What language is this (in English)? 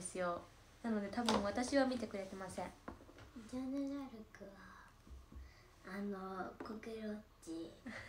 Japanese